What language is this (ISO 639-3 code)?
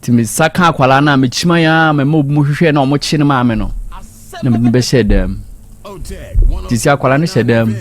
aka